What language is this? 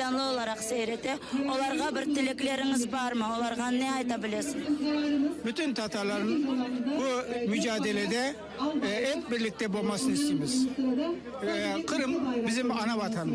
Crimean Tatar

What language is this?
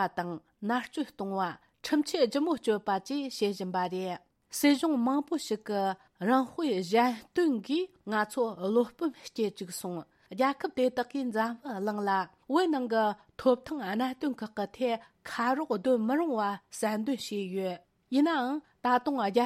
Tibetan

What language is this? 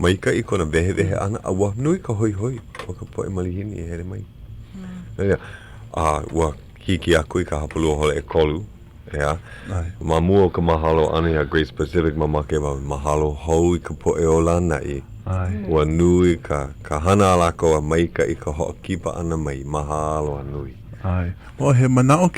Hawaiian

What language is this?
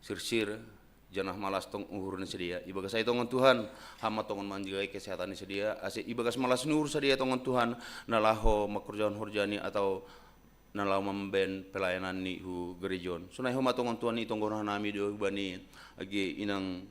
Batak Simalungun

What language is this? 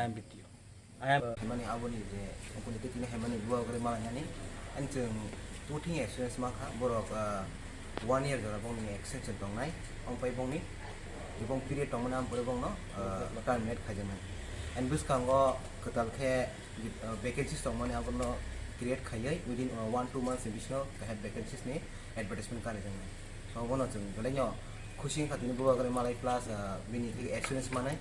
Kok Borok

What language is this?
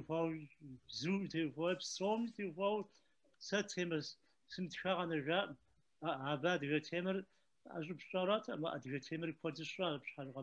Kabardian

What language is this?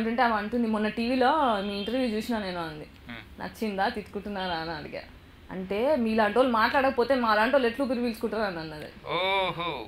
Telugu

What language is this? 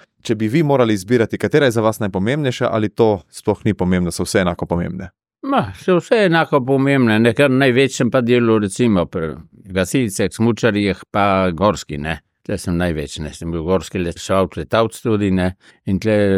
Slovenian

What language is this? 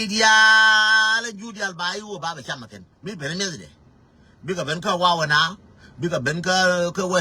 Nuer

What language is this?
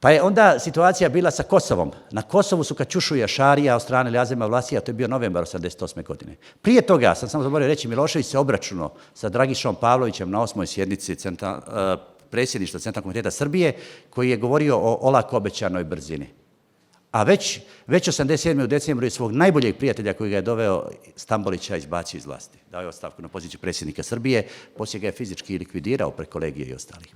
Bosnian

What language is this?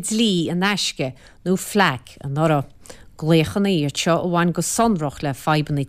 Irish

